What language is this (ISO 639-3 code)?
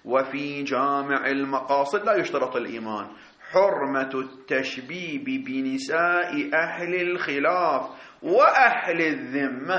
ara